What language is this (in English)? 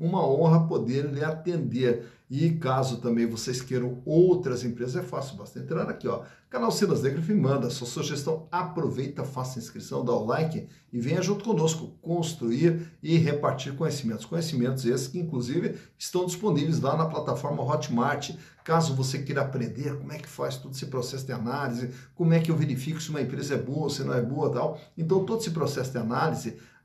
Portuguese